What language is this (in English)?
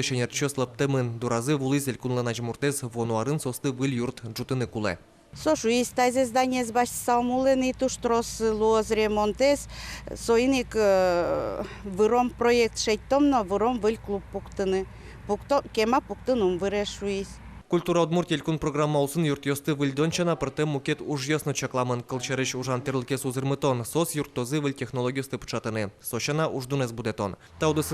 Udmurt